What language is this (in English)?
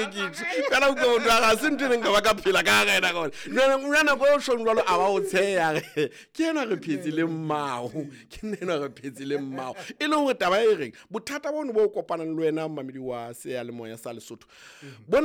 Southern Sotho